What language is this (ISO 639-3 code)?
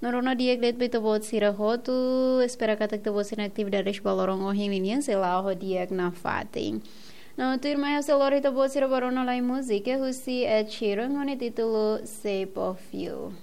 tet